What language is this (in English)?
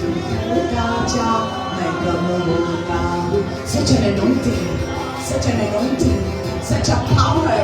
Konkani